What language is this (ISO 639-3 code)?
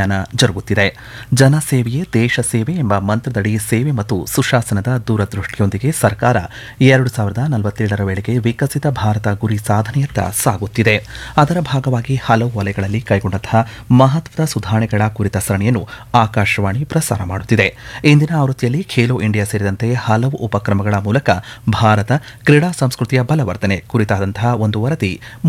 kan